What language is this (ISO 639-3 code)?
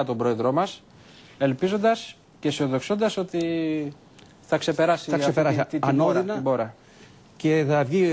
ell